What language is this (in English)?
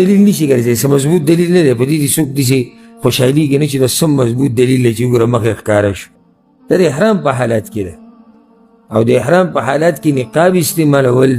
Pashto